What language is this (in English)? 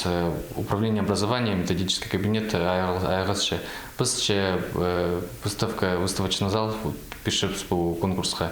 Khakas